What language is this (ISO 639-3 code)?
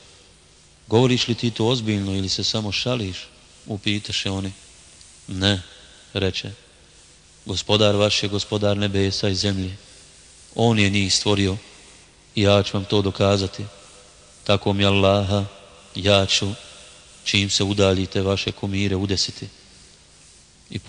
bos